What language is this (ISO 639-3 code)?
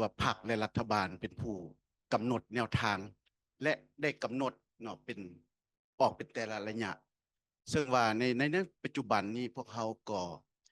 lao